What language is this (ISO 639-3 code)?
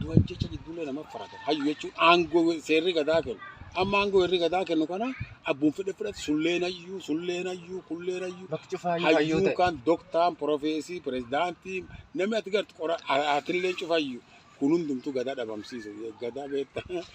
orm